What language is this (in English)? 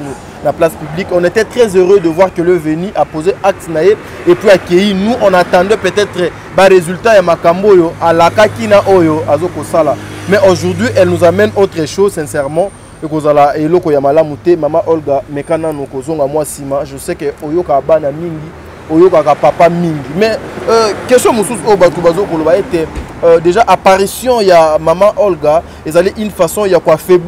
Lingala